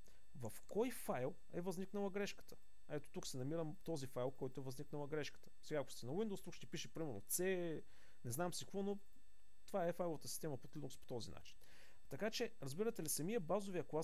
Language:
Bulgarian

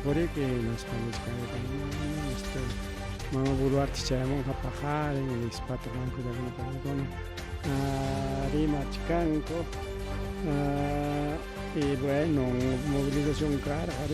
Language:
Ayacucho Quechua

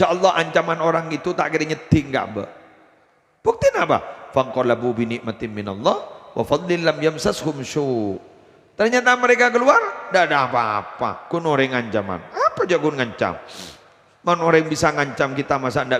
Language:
Madurese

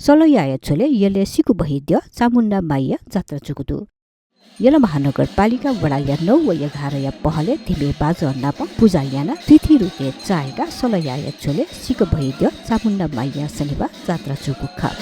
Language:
Newari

